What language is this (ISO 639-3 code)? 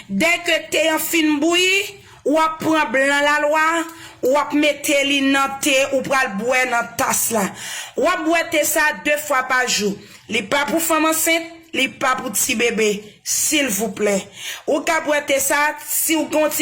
hat